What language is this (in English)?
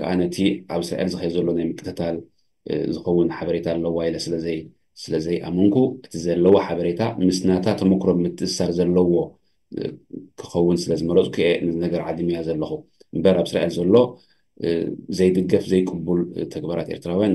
Tigrinya